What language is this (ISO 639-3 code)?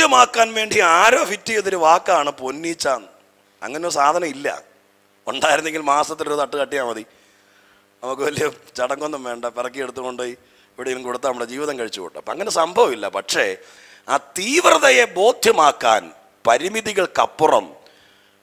mal